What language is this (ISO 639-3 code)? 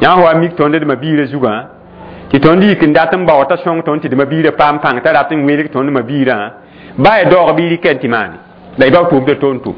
mos